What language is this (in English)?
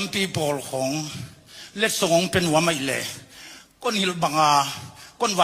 Tedim Chin